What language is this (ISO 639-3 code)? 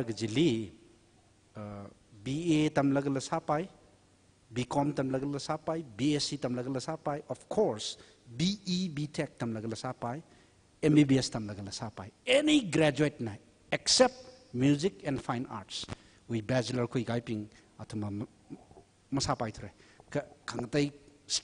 nmf